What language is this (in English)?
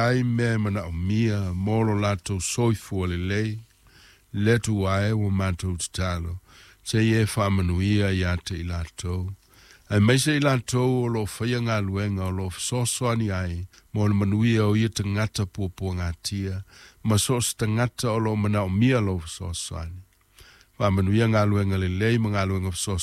Samoan